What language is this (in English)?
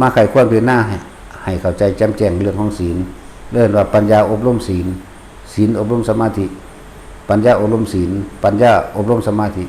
Northeastern Thai